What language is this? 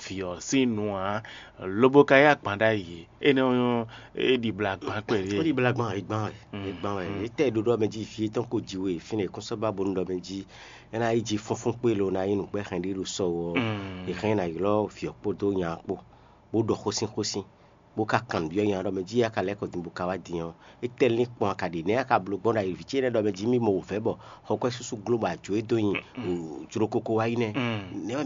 Fon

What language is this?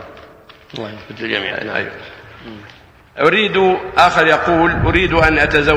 Arabic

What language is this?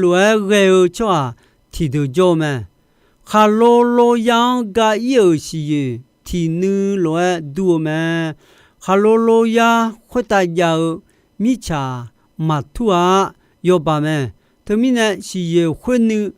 Akha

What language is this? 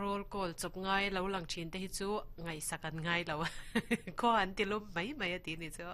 Mizo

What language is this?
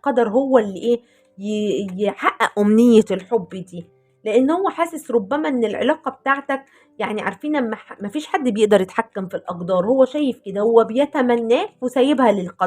Egyptian Arabic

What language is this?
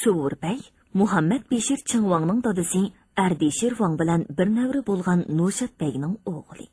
Uyghur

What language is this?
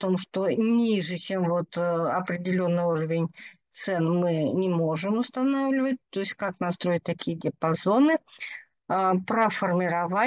Russian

